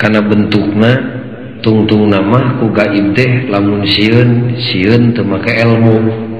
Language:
Sundanese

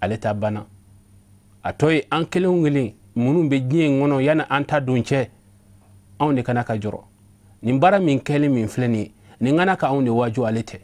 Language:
Bambara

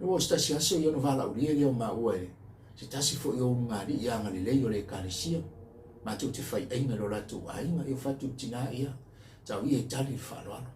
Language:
Samoan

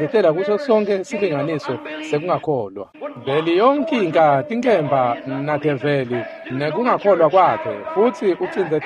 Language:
Swati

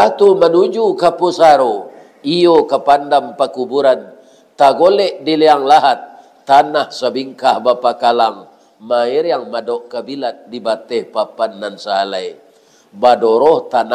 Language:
Minangkabau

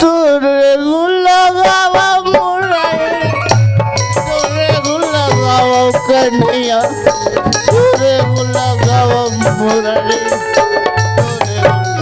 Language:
Chhattisgarhi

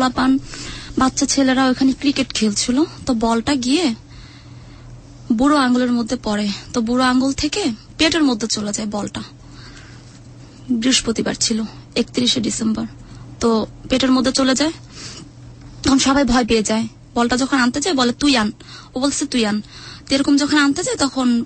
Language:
Bangla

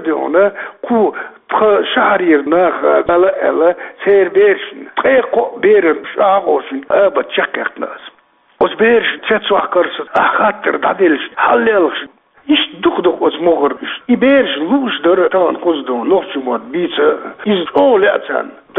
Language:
Chechen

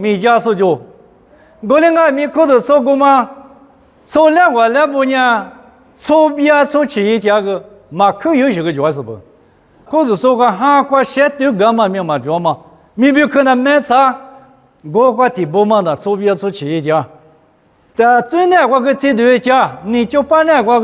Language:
Lisu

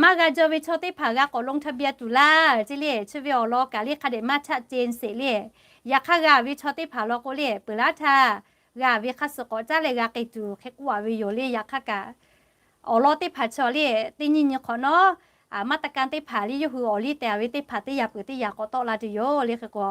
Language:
Lahu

